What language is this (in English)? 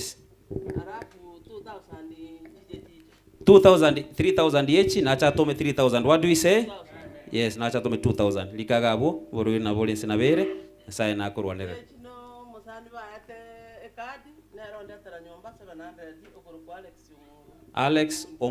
Gusii